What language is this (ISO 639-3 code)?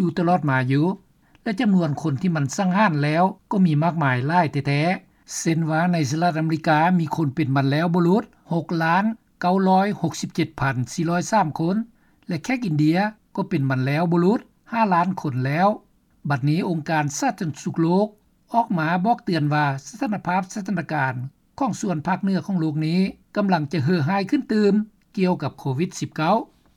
lao